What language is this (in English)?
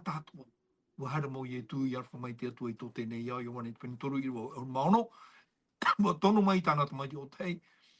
Tahitian